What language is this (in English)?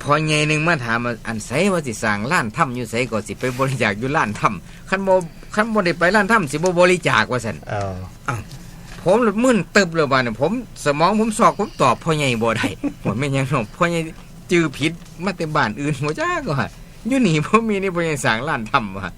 Northeastern Thai